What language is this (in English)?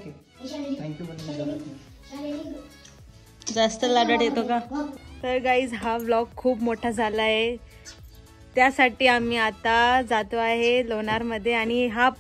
Marathi